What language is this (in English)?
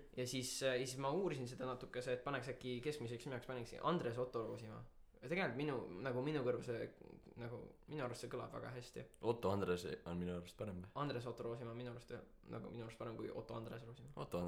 Estonian